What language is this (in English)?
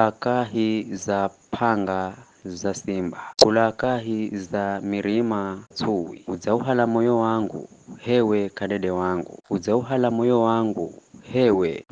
Giryama